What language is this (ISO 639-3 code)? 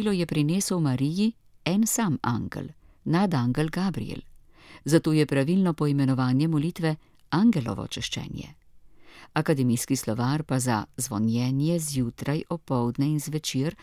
slv